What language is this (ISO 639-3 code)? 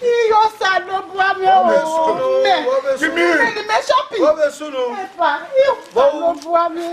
bin